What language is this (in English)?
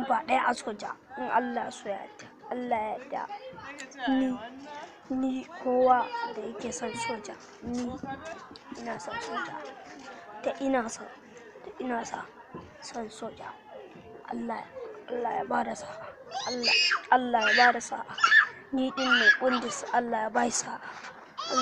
Hausa